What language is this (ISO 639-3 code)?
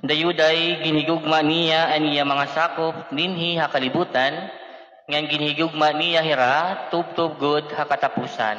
war